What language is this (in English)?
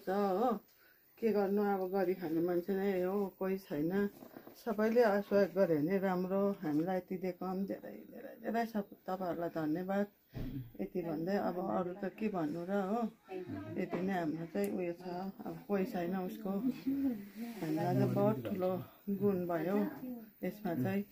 Nepali